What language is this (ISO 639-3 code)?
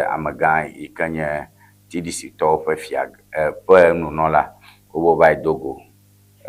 ewe